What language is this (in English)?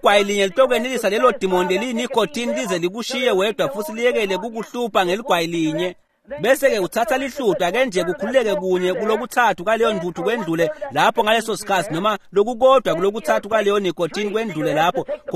Swati